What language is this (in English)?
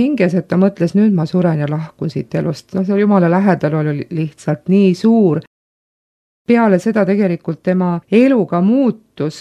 Estonian